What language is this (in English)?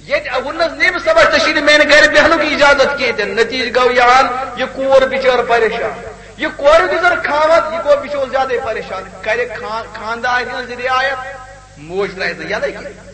Kashmiri